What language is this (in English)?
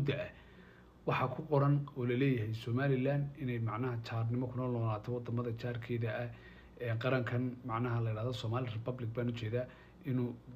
Somali